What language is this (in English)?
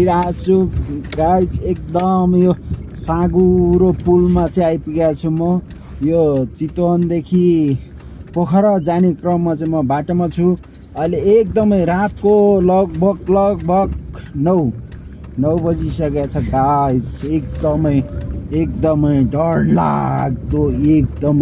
Nepali